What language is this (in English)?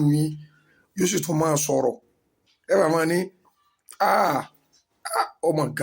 Yoruba